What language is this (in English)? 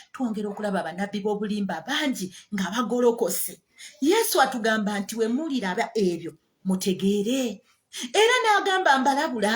Ganda